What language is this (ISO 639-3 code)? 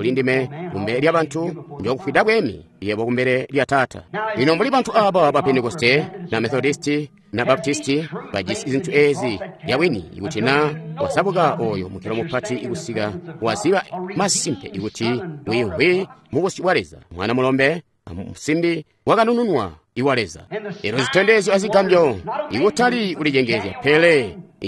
toi